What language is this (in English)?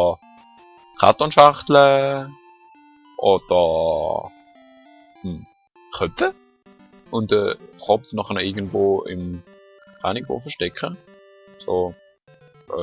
Swiss German